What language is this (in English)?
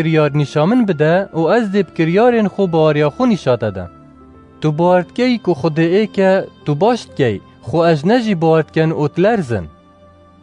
Kurdish